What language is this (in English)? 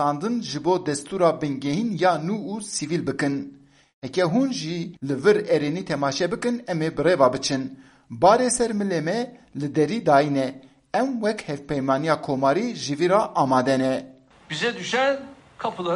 Kurdish